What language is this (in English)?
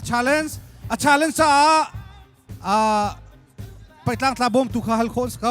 Hakha Chin